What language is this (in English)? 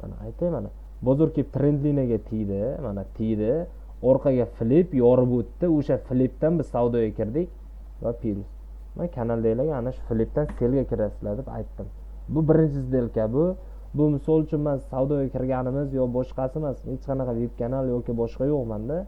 Uzbek